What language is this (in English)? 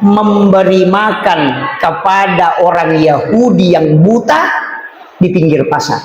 Buginese